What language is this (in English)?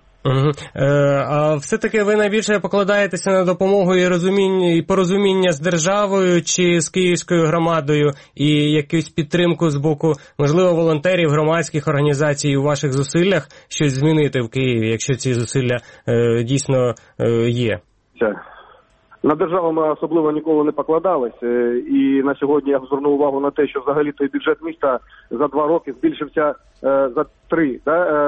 Ukrainian